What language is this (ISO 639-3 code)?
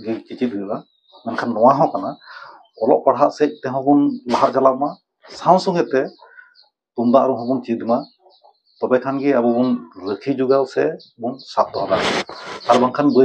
sat